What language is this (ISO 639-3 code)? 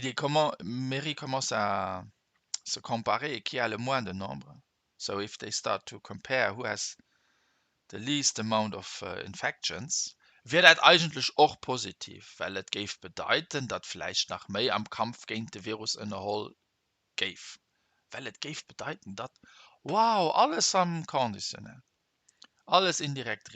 ltz